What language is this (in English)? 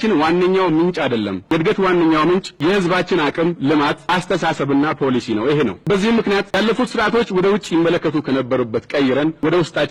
Amharic